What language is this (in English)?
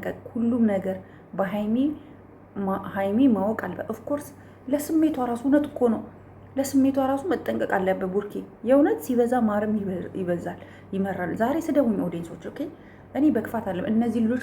Amharic